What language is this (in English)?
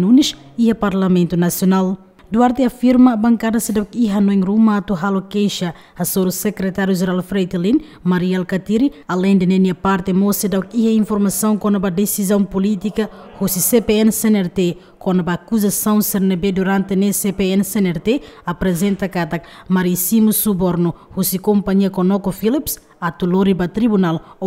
Tetum